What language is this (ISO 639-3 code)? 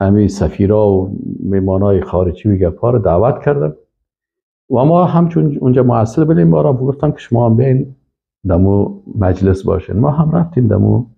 fas